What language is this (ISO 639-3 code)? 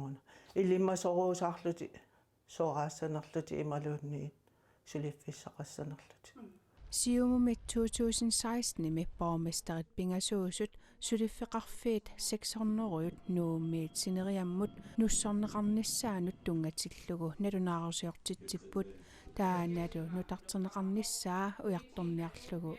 kal